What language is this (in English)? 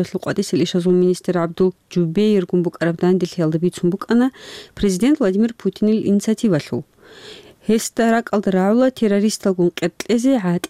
Avaric